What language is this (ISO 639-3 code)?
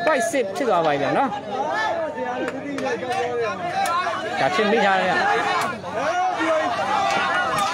mya